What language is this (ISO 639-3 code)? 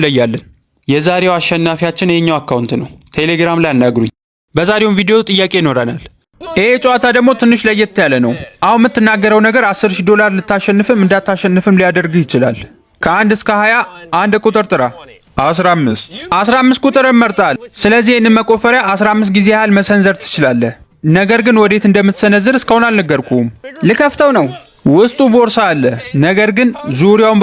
amh